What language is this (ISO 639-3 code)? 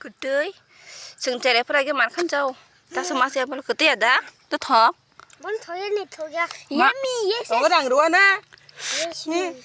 trp